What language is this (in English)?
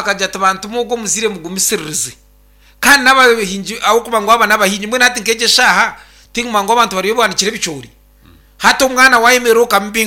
Nyankole